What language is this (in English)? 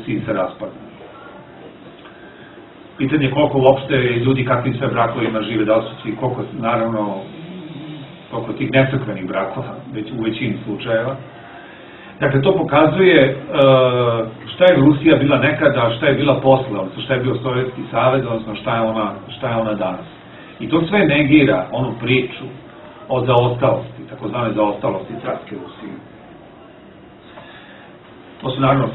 Serbian